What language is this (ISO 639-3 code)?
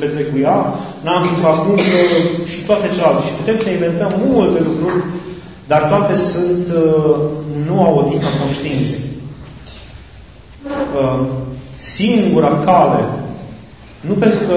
ron